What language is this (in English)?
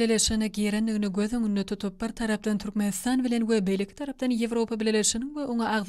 Turkmen